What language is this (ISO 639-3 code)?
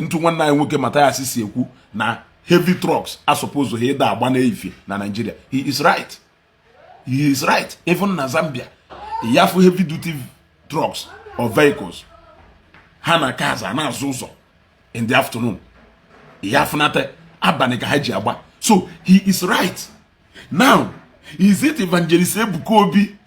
ibo